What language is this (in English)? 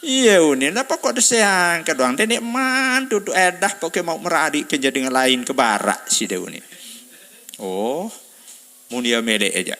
Sasak